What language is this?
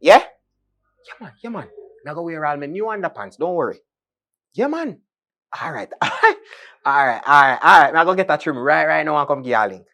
Jamaican Creole English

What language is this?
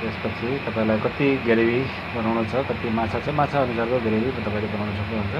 Nepali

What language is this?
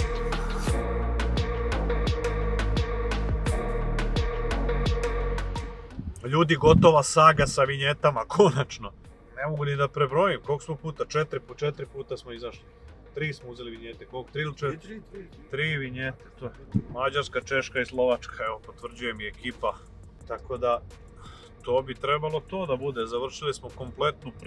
Serbian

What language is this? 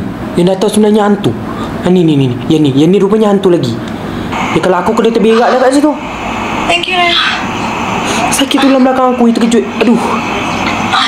Malay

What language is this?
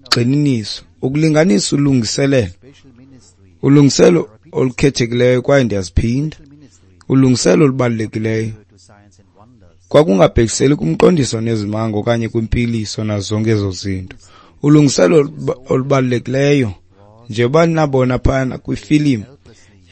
Xhosa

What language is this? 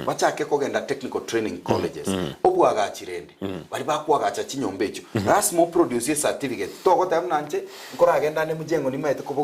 Gusii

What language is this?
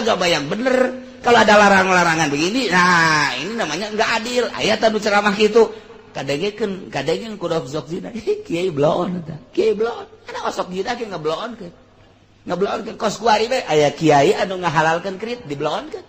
Sundanese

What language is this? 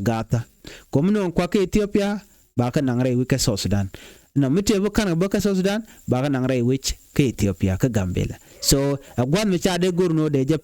Nuer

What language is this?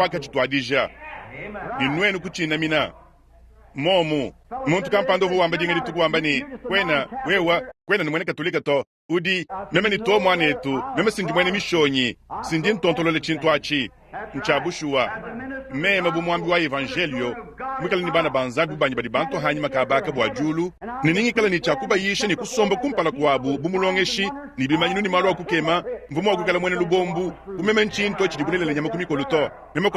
Luba-Lulua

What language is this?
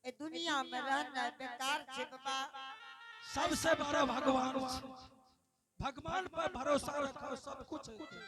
Angika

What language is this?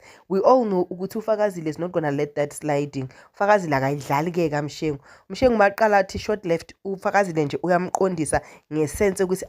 Zulu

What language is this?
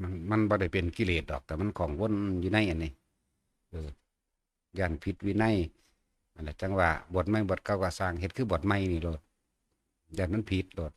Northeastern Thai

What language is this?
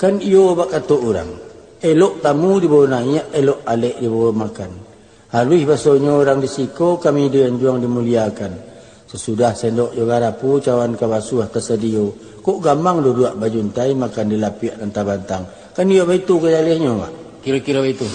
Minangkabau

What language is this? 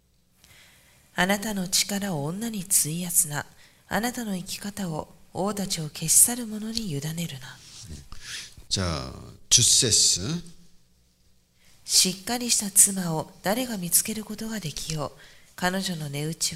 Japanese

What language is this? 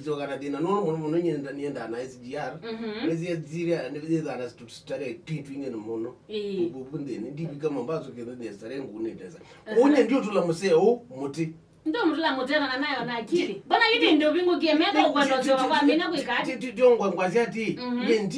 Kamba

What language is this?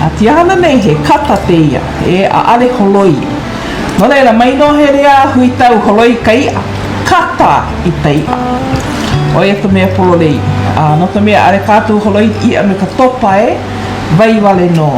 Hawaiian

